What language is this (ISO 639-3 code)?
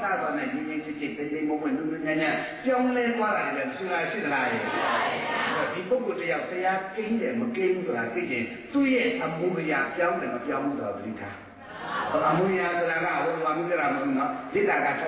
mya